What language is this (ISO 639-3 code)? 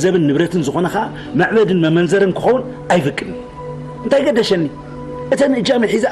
tir